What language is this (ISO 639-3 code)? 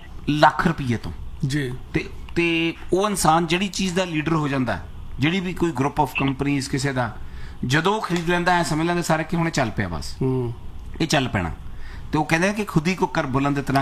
pan